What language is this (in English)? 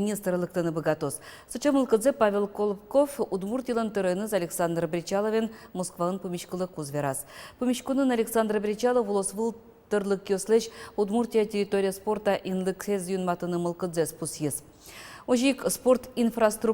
Udmurt